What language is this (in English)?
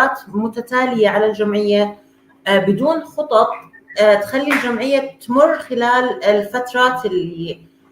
North Levantine Arabic